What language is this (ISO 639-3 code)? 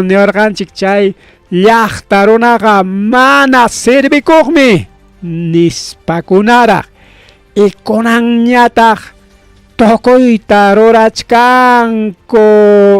quy